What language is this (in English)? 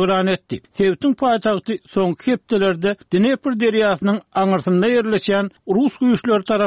Turkmen